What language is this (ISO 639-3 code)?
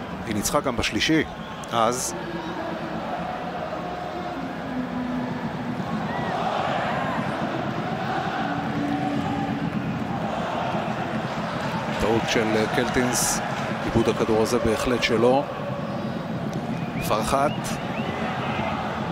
heb